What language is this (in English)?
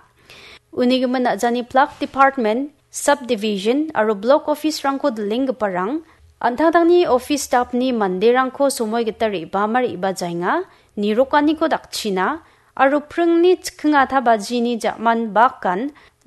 Garo